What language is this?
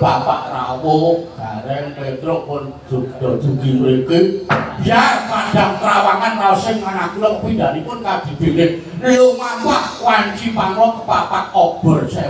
Javanese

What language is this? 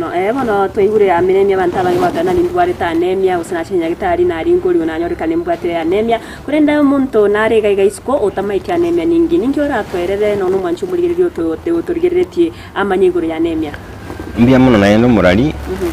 Gusii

